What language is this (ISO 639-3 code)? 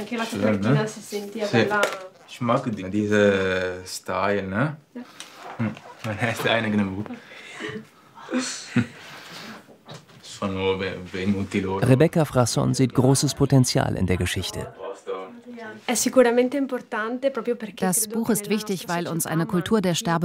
deu